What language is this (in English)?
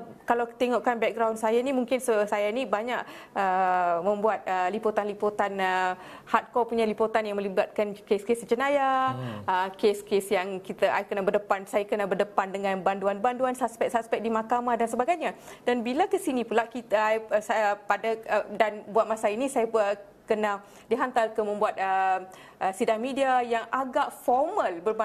Malay